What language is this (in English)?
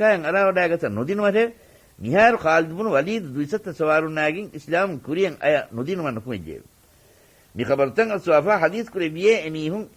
Divehi